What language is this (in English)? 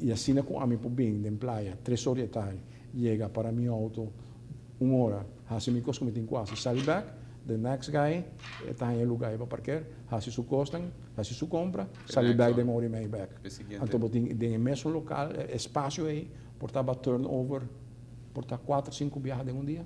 Papiamento